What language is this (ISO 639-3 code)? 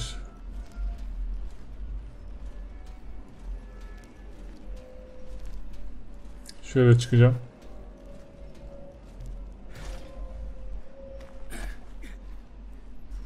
tur